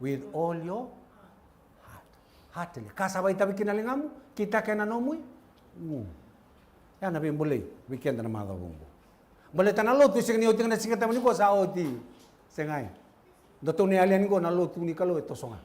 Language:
Fijian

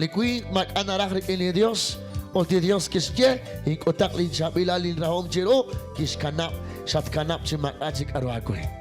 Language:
Kekchí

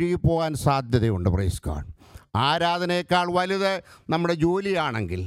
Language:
Malayalam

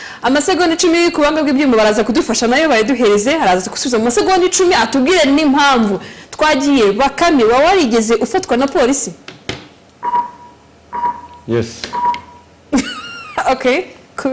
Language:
Kinyarwanda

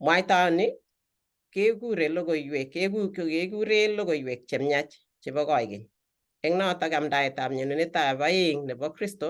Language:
Kalenjin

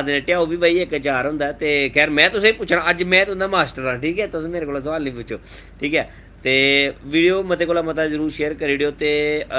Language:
Dogri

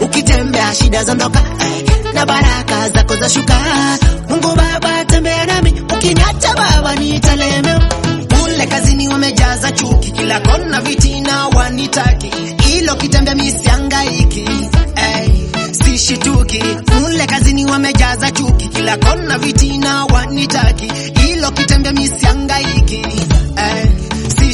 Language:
Swahili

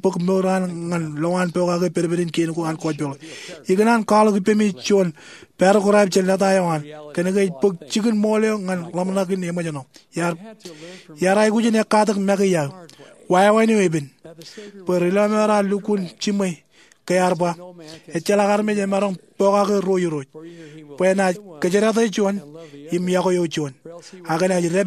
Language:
Marshallese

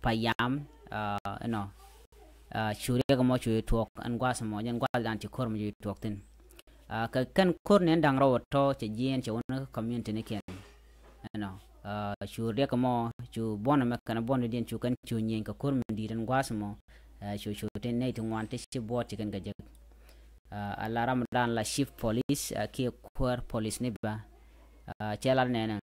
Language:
Nuer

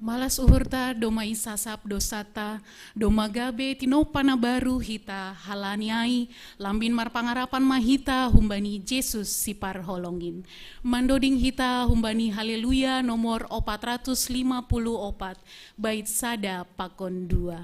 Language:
Batak Simalungun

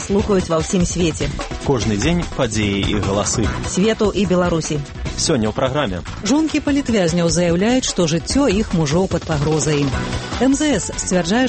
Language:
Belarusian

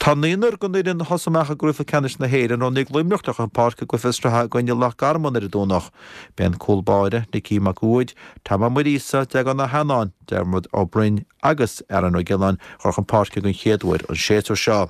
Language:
Irish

